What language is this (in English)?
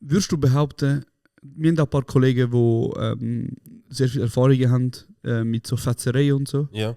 Swiss German